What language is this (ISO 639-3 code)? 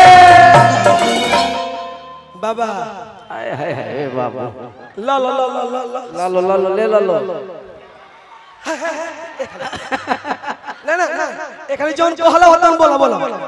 bho